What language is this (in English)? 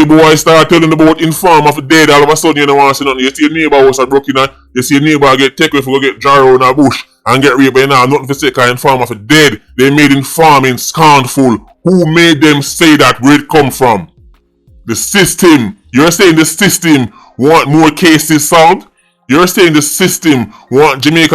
Jamaican Creole English